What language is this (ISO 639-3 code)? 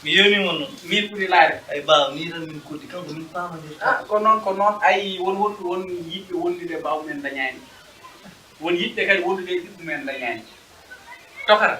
ful